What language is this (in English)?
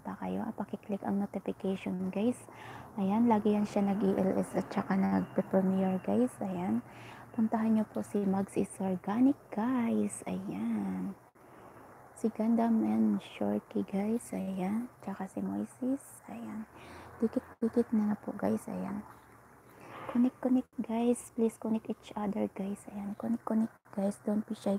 Filipino